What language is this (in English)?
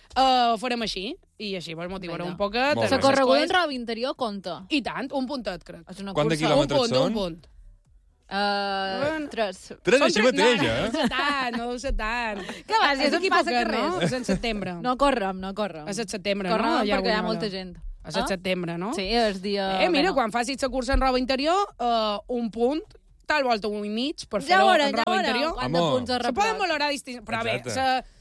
Catalan